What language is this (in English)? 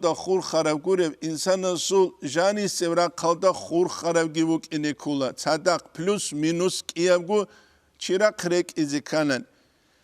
Avaric